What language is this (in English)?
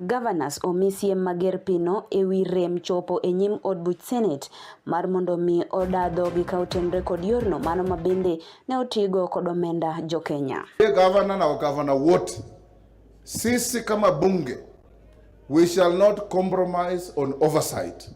Luo (Kenya and Tanzania)